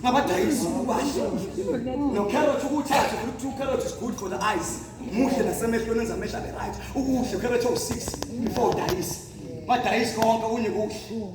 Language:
Zulu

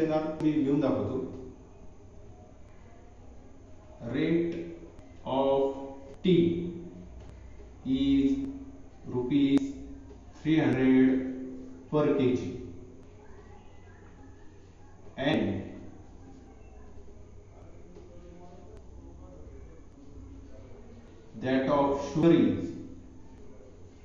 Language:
Marathi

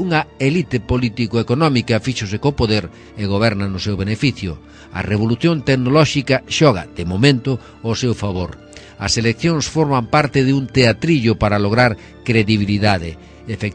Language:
Galician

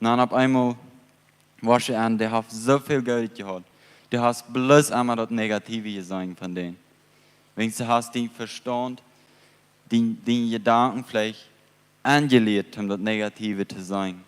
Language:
Plautdietsch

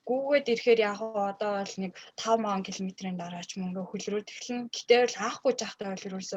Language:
Mongolian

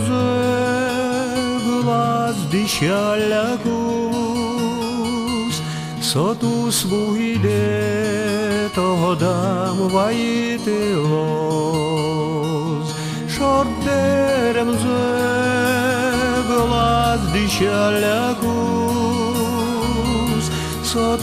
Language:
Udmurt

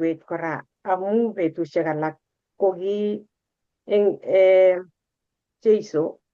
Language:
Kalenjin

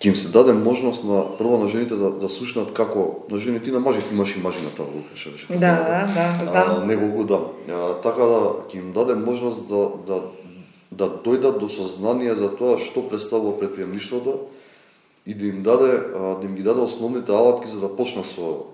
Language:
Macedonian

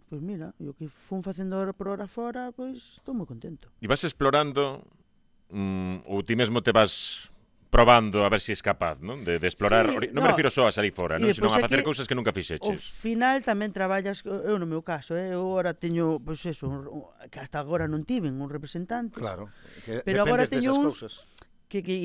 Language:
Galician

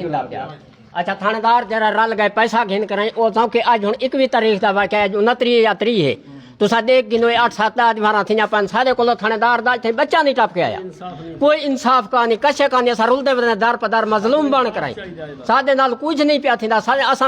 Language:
Saraiki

